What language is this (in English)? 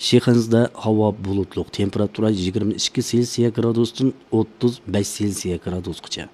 Uyghur